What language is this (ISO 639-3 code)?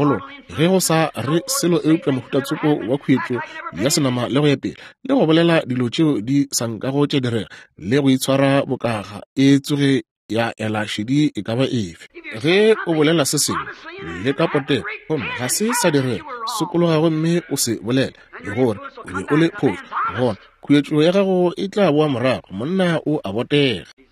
nso